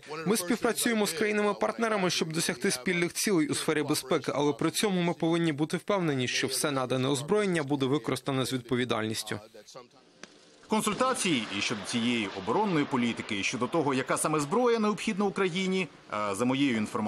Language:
Ukrainian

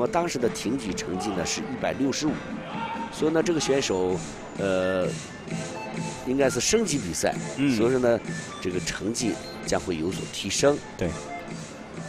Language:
Chinese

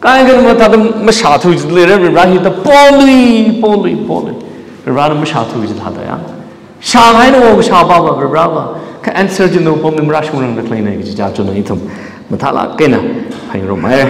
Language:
Tangkhul Naga (India)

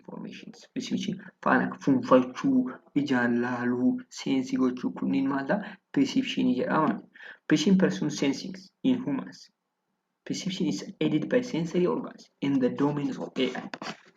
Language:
Oromo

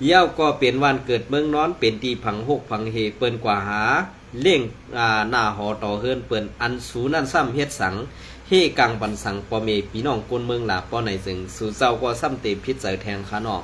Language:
Shan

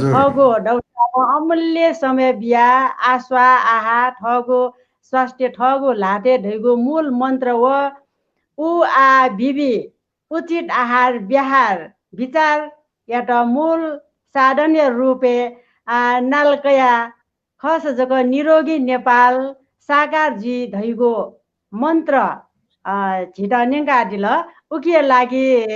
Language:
Newari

